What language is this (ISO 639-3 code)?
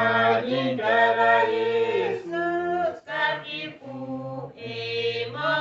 udu